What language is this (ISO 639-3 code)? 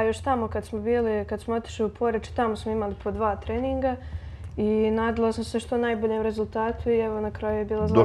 srp